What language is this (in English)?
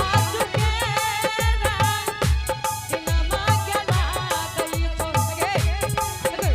Angika